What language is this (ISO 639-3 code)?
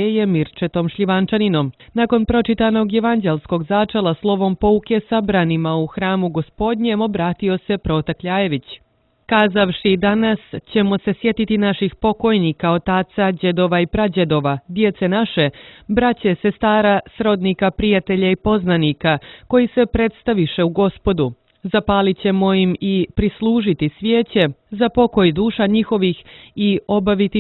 hrv